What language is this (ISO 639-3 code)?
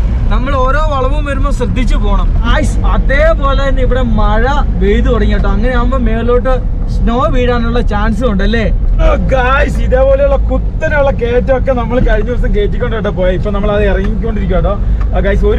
mal